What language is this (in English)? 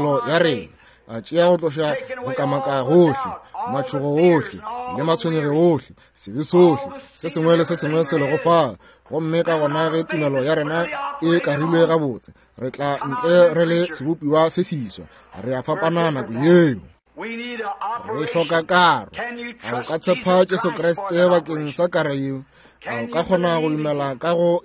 Northern Sotho